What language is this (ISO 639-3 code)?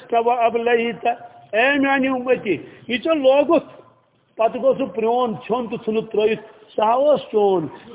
kas